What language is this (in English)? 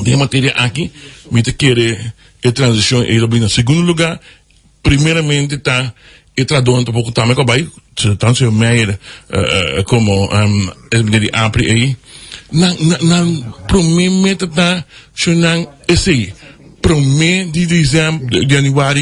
Papiamento